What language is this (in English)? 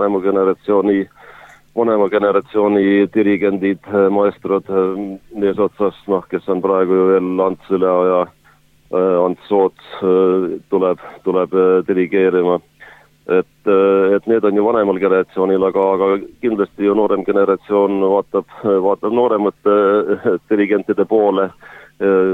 Estonian